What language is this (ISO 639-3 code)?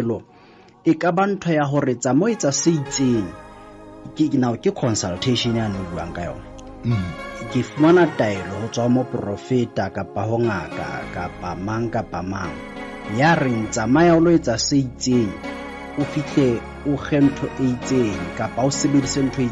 sot